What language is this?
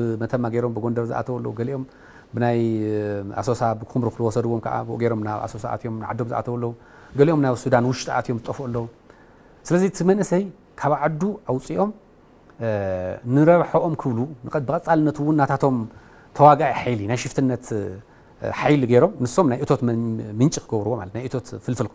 Tigrinya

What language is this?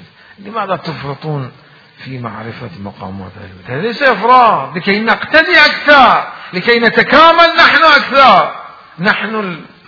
Mesopotamian Arabic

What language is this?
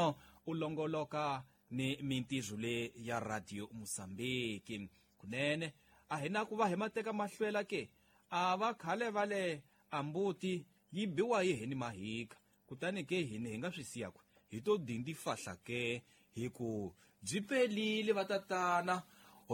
Tsonga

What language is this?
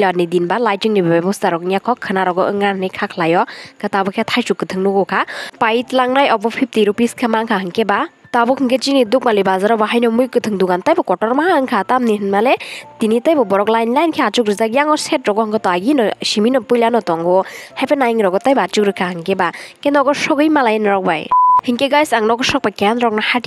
Kok Borok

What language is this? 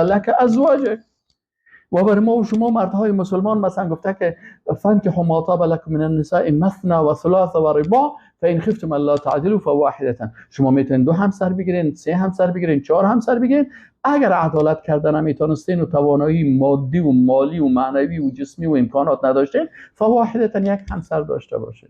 Persian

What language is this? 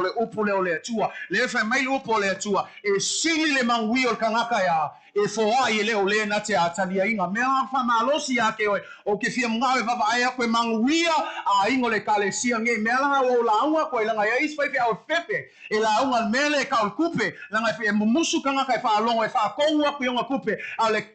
Samoan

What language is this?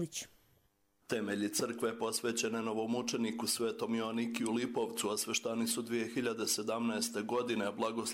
Croatian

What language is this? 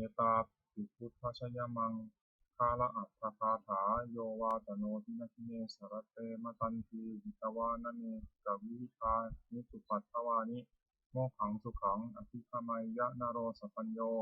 Pali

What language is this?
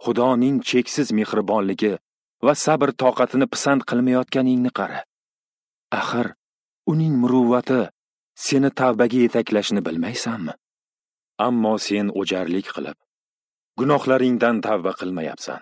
Uzbek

